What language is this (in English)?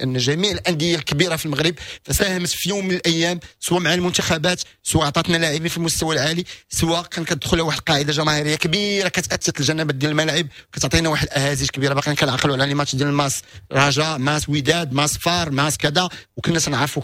Moroccan Arabic